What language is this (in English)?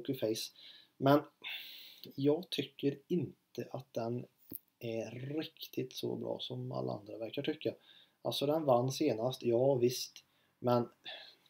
Swedish